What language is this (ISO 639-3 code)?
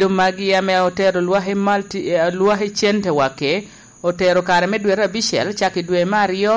laj